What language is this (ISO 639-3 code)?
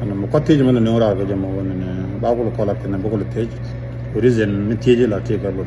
nus